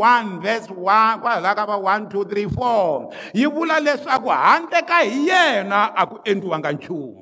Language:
Tsonga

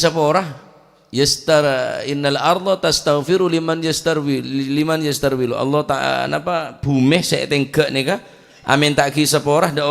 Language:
Madurese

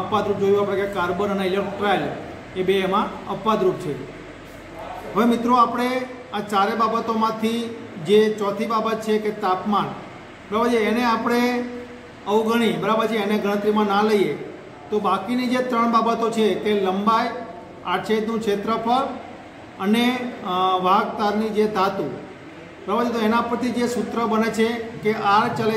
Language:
Gujarati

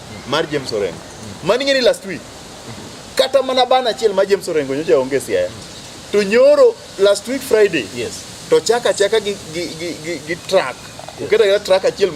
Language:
Luo (Kenya and Tanzania)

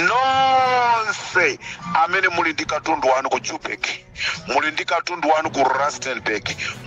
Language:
Nyanja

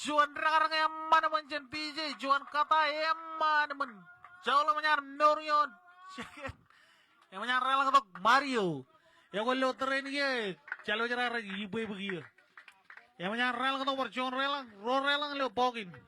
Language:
Marshallese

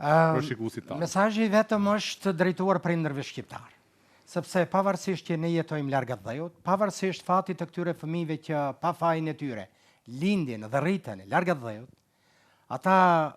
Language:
Albanian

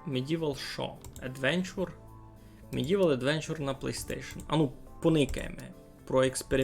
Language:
Rusyn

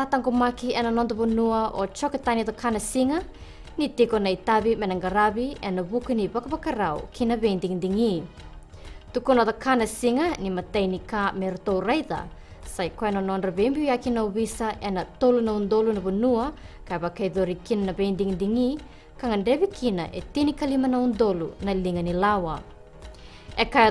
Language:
Fijian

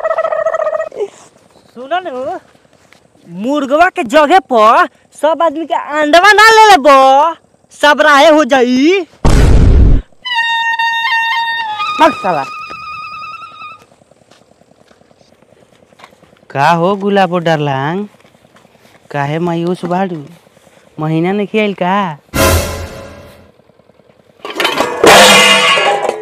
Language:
Bhojpuri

